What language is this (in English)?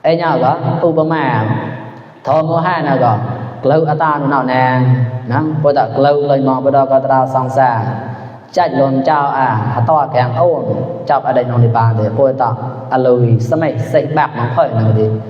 Mon